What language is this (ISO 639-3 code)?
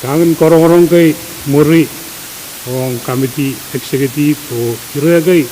pon